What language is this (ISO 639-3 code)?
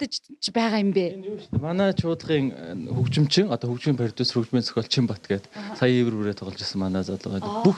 mon